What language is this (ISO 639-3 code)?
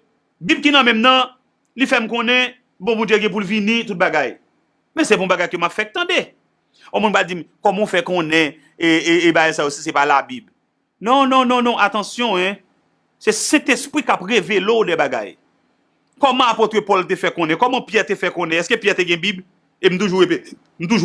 hat